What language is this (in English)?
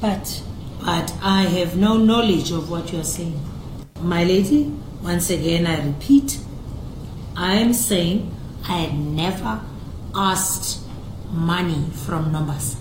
Northern Sotho